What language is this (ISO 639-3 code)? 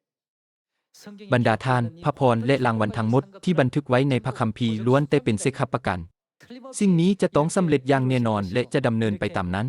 lao